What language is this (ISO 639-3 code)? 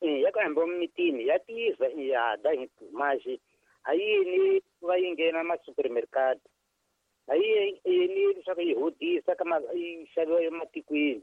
tso